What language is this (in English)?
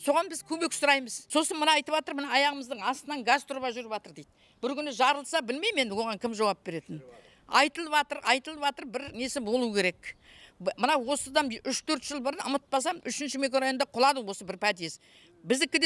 Kazakh